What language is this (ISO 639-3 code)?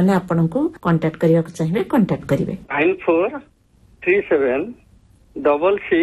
ori